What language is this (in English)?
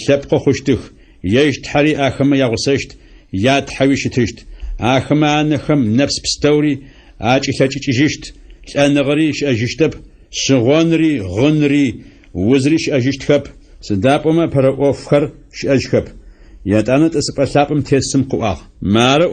Adyghe